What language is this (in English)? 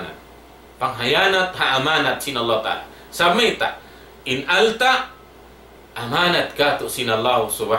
Tausug